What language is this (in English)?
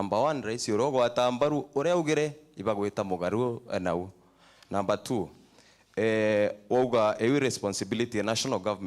Meru